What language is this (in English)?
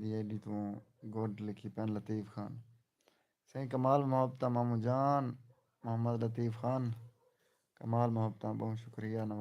Saraiki